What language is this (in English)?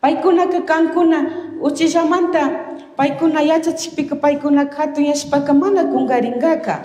Chimborazo Highland Quichua